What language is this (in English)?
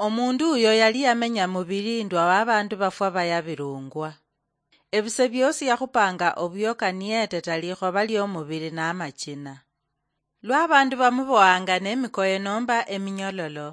Luyia